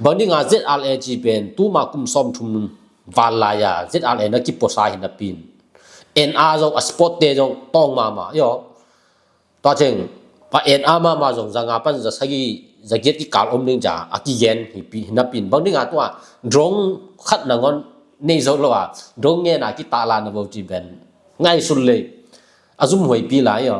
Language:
Tedim Chin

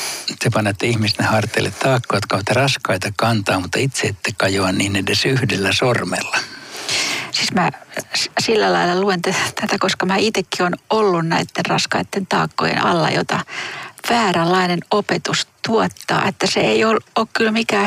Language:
Finnish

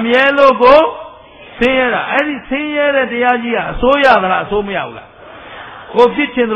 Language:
Burmese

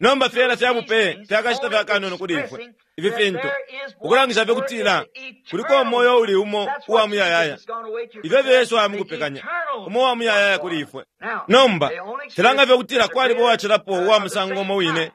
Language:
Bemba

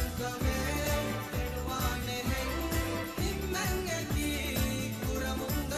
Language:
Divehi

